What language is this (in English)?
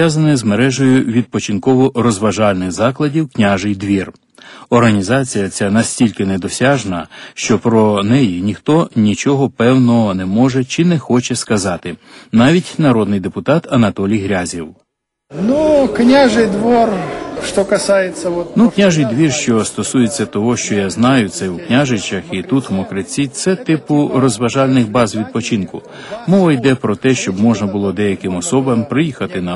Ukrainian